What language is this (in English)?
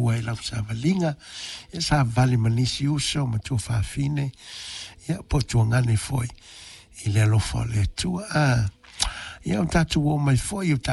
Samoan